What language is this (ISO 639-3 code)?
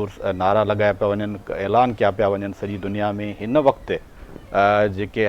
snd